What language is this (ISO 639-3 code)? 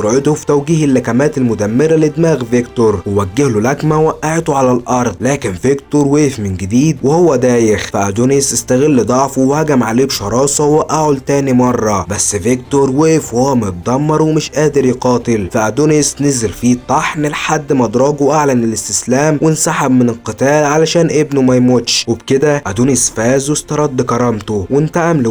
arz